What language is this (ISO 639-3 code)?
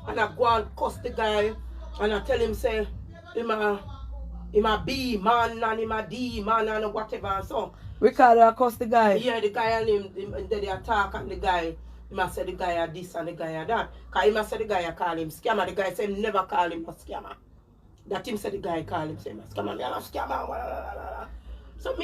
jam